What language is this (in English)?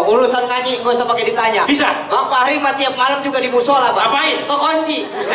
Betawi